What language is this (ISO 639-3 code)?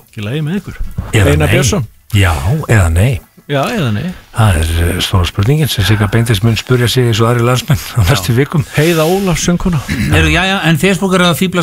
isl